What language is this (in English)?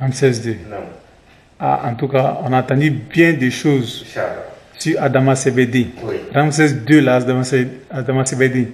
Bambara